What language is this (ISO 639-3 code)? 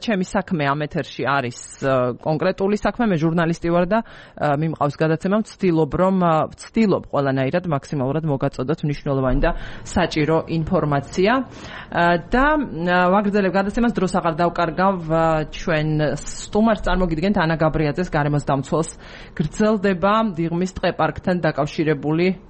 kat